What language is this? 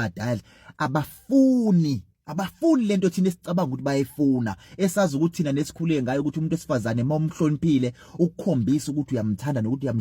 Zulu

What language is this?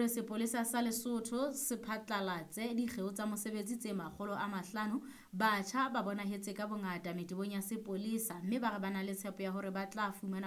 Southern Sotho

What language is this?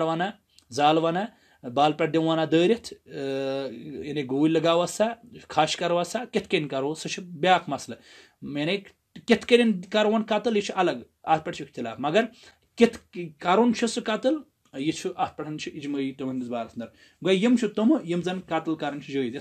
Kashmiri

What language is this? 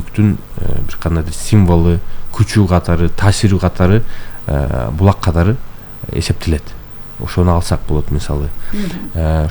Kyrgyz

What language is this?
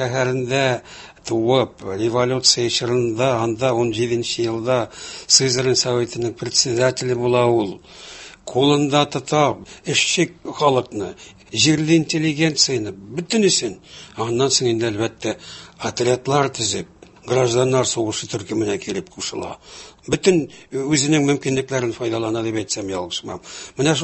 Tatar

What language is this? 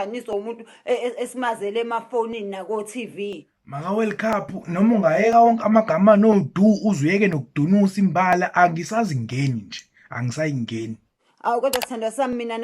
Zulu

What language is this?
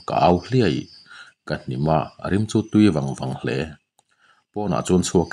Mizo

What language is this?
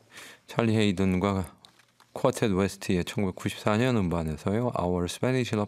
Korean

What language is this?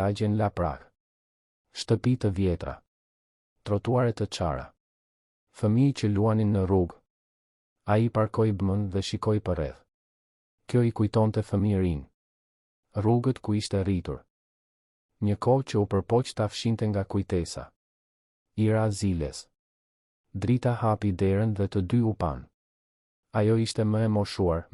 Albanian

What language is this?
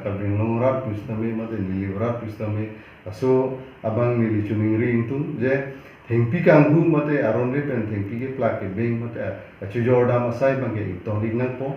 Karbi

